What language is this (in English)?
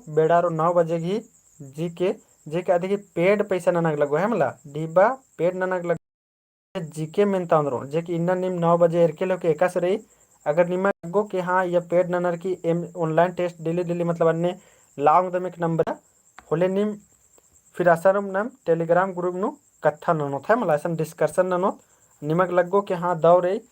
Kurukh